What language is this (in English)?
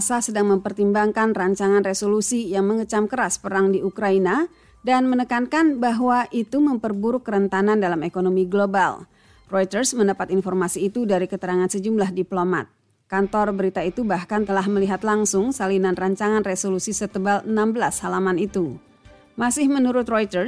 Indonesian